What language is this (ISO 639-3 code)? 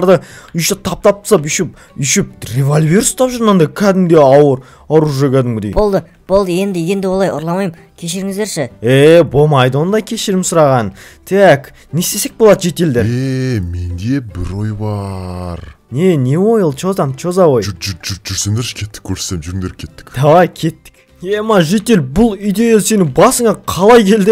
kaz